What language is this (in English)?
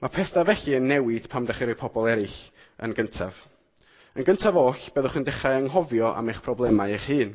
Welsh